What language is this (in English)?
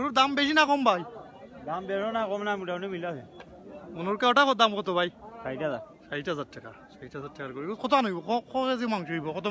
Sylheti